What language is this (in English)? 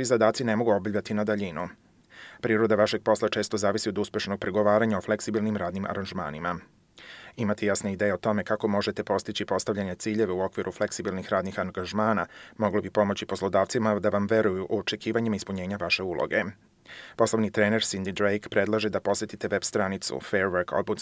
Serbian